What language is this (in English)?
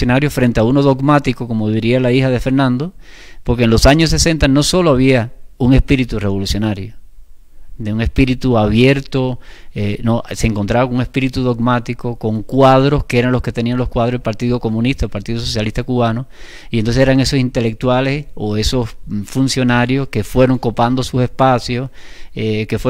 Spanish